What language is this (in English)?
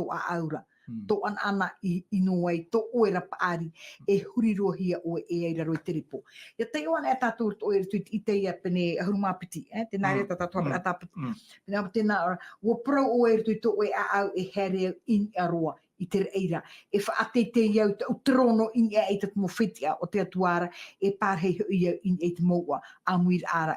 Tahitian